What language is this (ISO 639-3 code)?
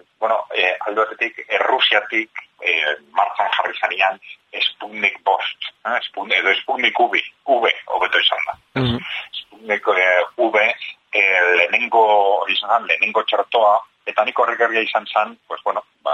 eus